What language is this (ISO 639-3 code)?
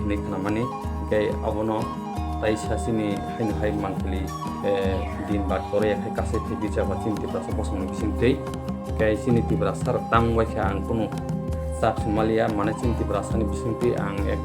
trp